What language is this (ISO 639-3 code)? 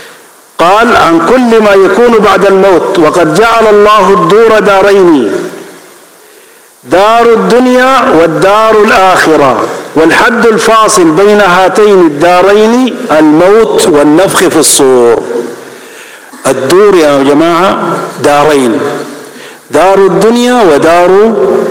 ara